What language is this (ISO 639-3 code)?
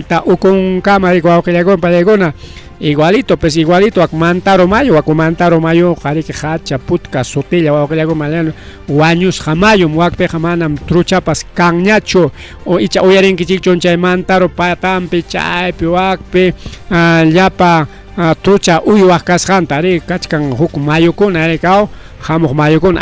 quy